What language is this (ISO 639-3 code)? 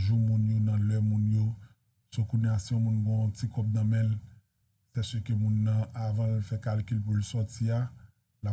hat